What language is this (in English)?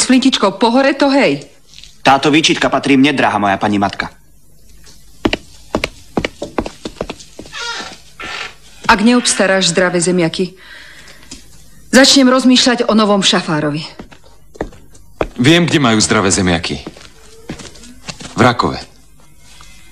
Slovak